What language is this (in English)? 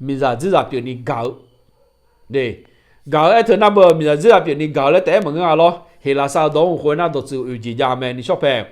Akha